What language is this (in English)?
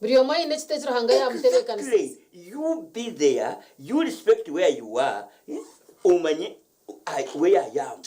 Nyankole